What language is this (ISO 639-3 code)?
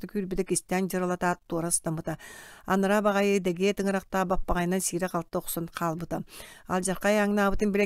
sah